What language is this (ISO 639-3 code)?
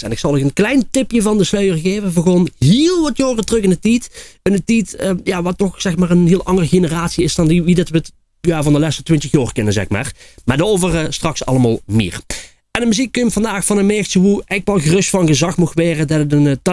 lim